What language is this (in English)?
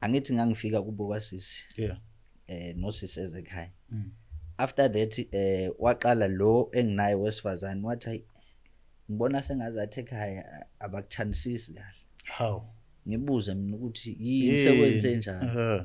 Zulu